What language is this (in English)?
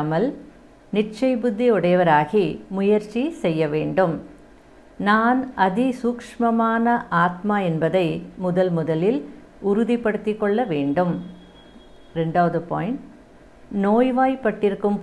Tamil